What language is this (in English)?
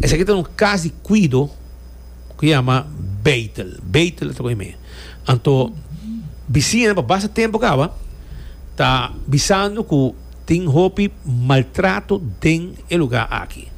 Papiamento